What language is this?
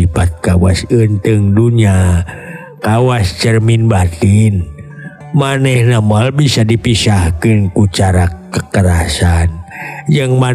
Sundanese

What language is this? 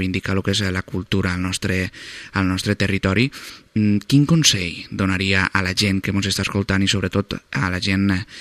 Catalan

